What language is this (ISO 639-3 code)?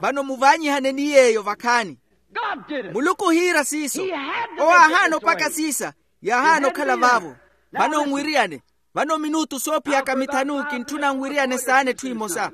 vmw